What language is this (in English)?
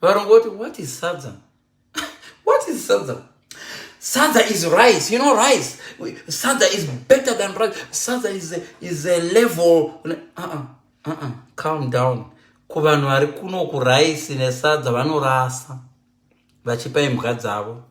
Shona